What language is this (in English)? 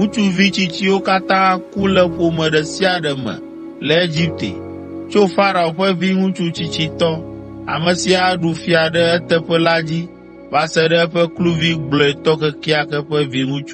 Ewe